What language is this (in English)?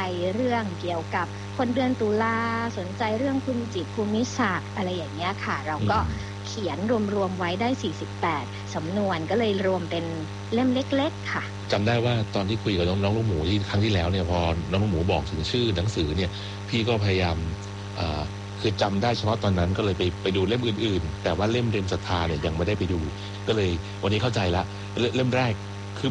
Thai